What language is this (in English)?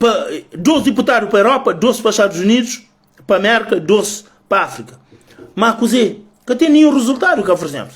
Kabuverdianu